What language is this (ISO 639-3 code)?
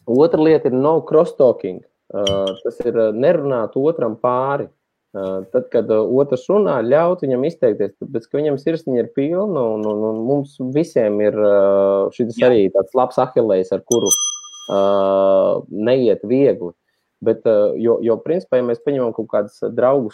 lav